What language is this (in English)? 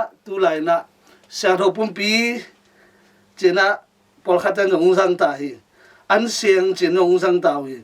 Tedim Chin